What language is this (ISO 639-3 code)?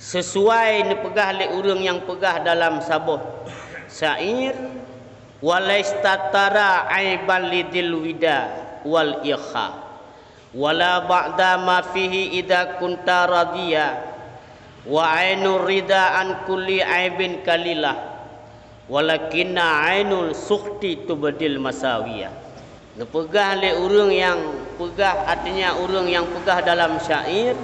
ace